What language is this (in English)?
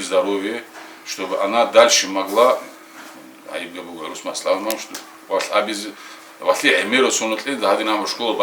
Avaric